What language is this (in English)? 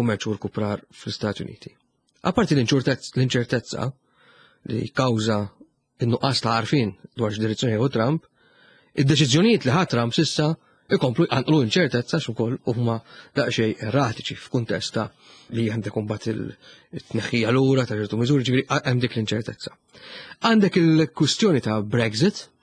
Maltese